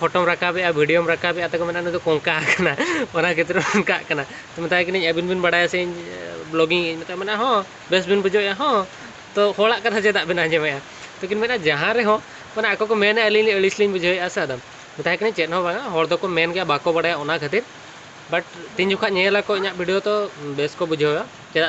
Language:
Santali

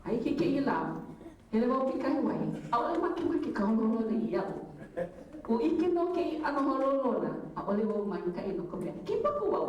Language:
Hawaiian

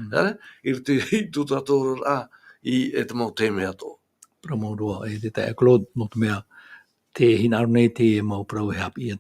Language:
Tahitian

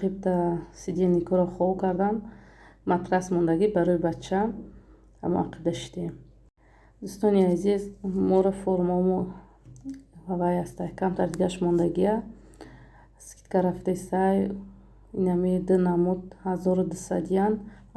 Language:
Tajik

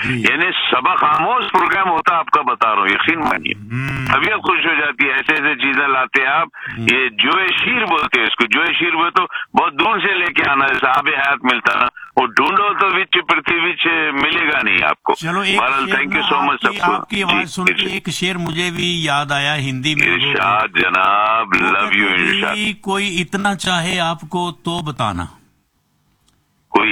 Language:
Urdu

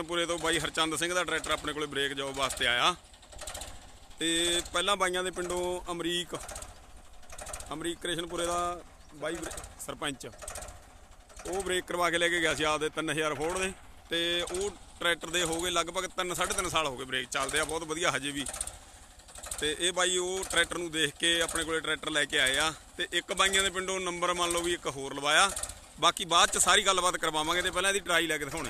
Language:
Punjabi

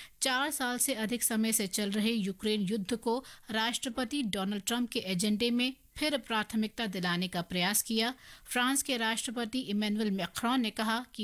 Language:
Hindi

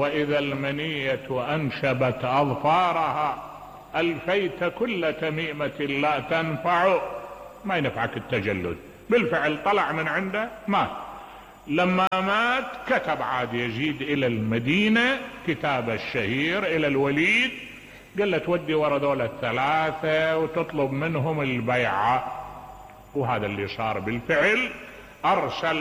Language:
Mesopotamian Arabic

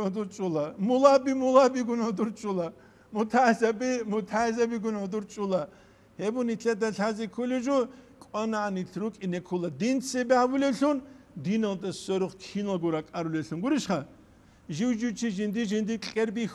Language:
Avaric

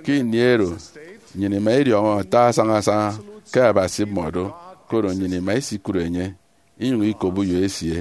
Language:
Efik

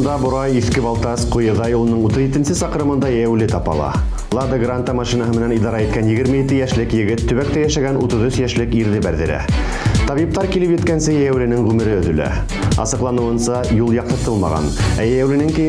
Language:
Bashkir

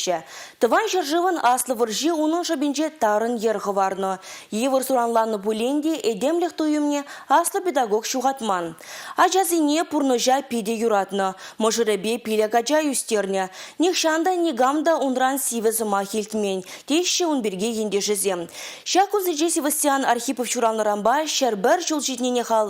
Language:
Chuvash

